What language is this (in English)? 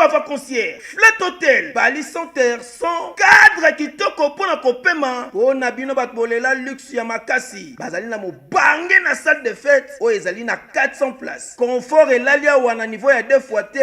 Lingala